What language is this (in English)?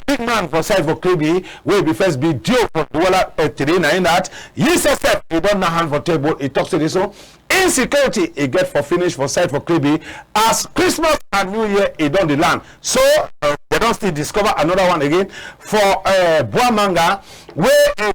Cameroon Pidgin